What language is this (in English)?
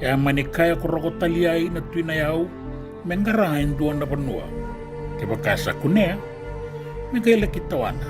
Fijian